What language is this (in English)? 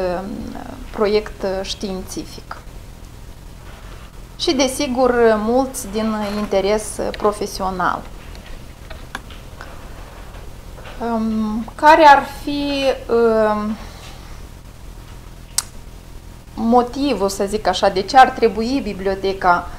Romanian